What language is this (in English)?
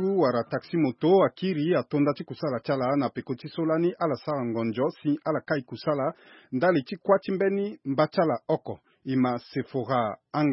Sango